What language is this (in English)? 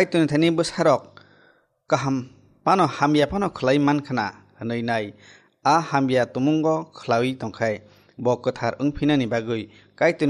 Kok Borok